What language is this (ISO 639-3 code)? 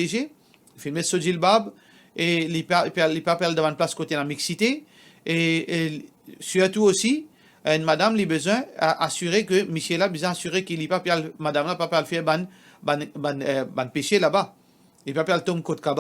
mfe